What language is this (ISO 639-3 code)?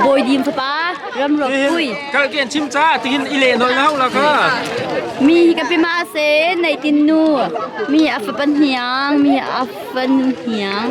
cnh